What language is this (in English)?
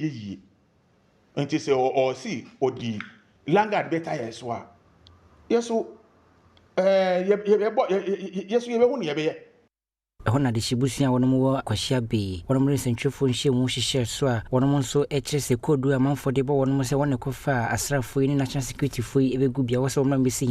Akan